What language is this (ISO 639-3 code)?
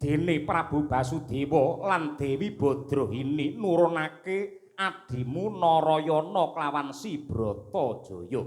jav